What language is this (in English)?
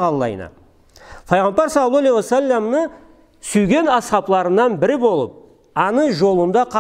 Karachay-Balkar